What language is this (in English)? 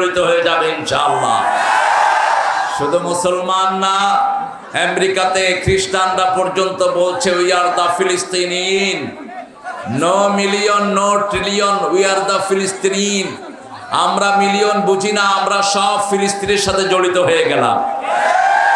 Bangla